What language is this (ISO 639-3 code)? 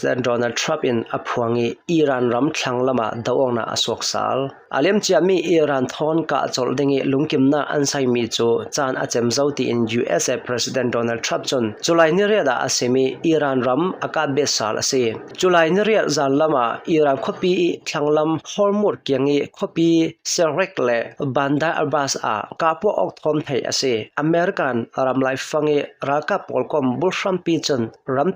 cnh